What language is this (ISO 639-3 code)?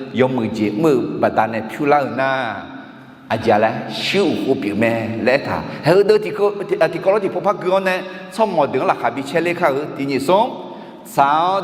ahk